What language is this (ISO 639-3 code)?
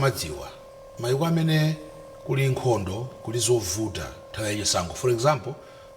nya